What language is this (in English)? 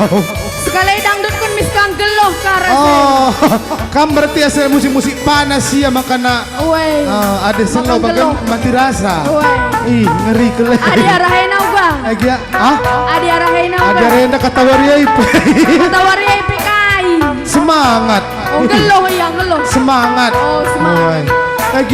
Batak Karo